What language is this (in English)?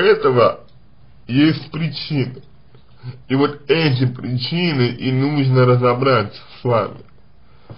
Russian